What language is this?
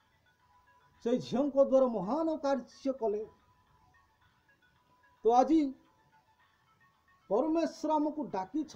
Odia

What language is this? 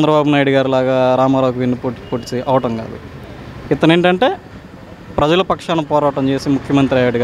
Telugu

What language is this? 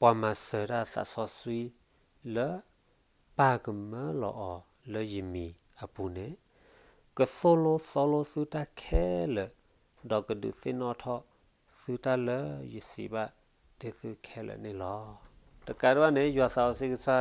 S'gaw Karen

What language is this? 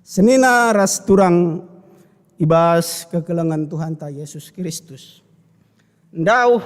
Batak Karo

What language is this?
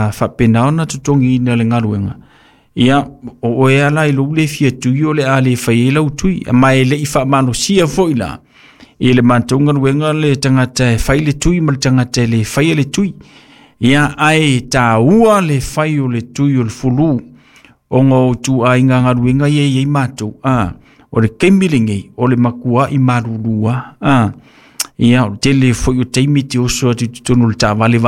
Samoan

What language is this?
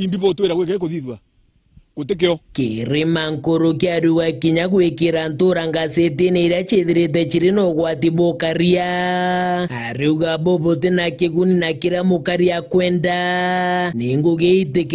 Meru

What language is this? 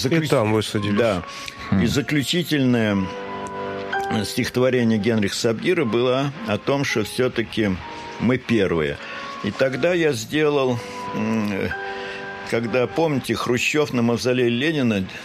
Russian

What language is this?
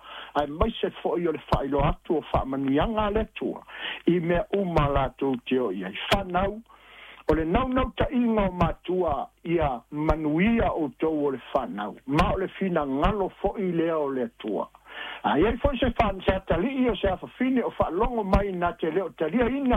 Samoan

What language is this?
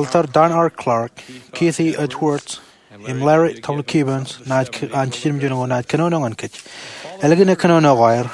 Marshallese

